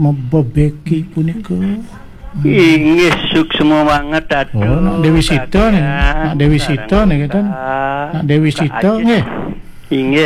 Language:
Balinese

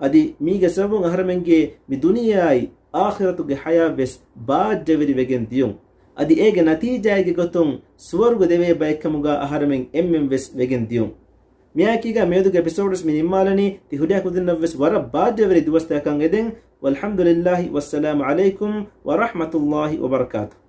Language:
Divehi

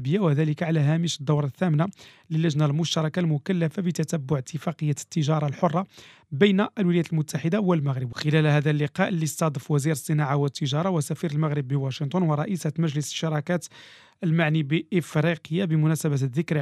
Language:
Moroccan Arabic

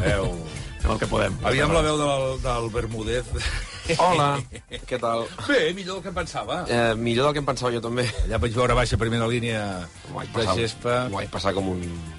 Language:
Catalan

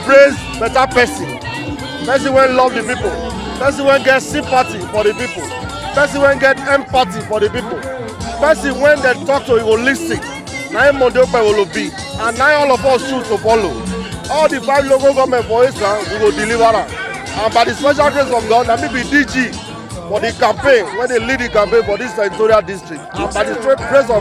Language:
Nigerian Pidgin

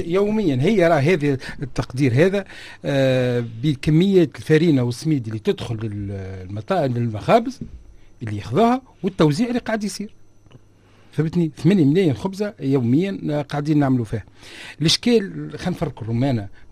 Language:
Tunisian Arabic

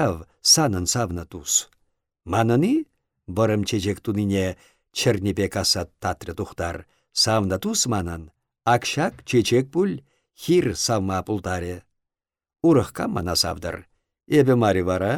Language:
Chuvash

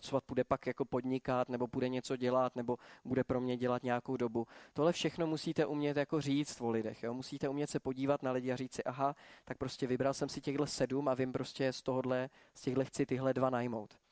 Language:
Czech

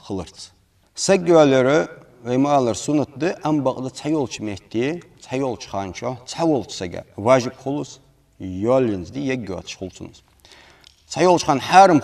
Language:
Ingush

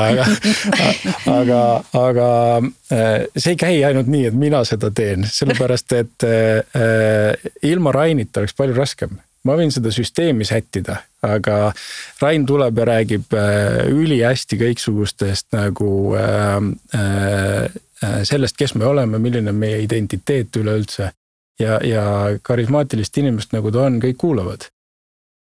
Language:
Estonian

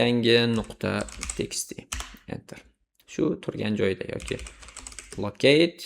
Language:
Uzbek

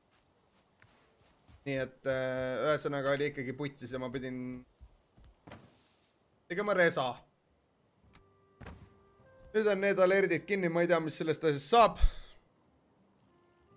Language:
Estonian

